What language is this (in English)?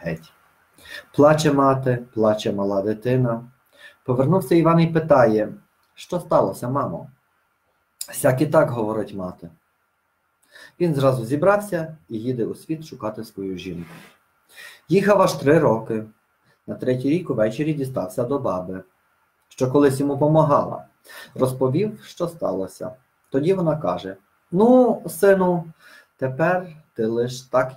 Ukrainian